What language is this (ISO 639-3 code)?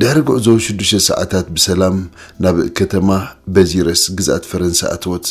tir